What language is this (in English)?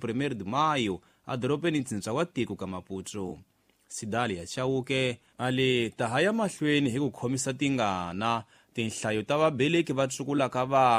Tsonga